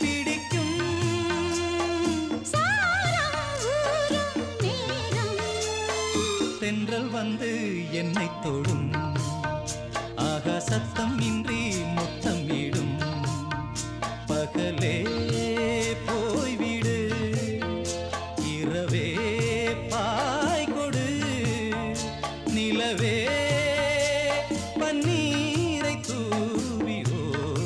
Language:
Tamil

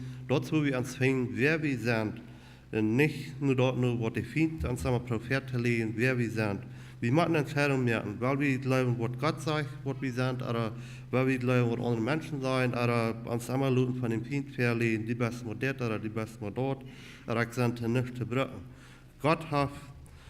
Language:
Plautdietsch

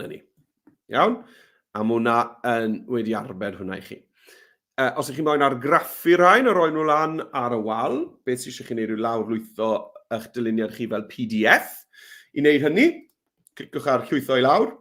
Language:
Welsh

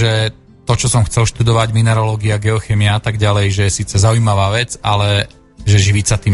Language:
Slovak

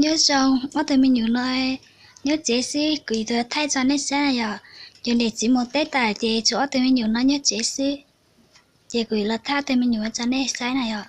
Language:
Hmong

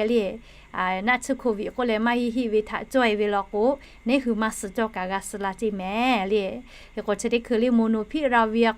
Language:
Lahu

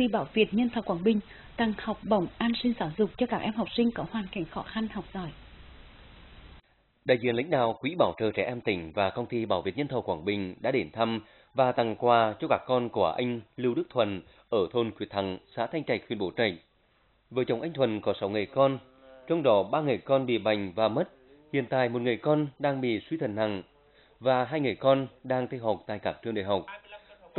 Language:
Vietnamese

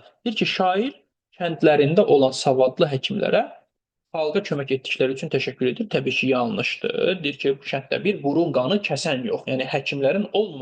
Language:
Azerbaijani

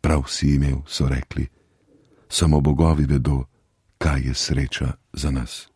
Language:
Slovenian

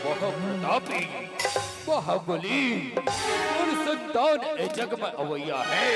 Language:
Chhattisgarhi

